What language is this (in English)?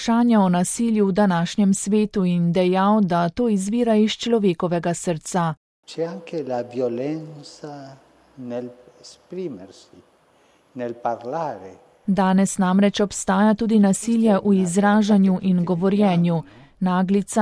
Slovenian